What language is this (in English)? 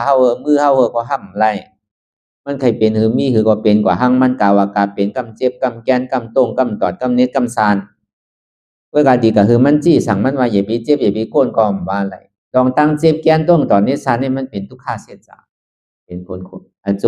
Shan